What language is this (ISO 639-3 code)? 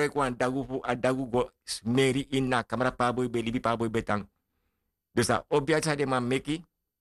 srn